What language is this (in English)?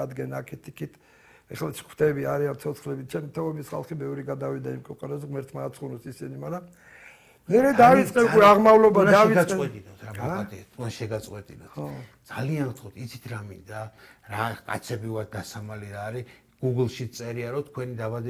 Georgian